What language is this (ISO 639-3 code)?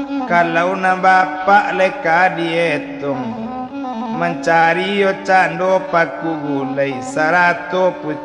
min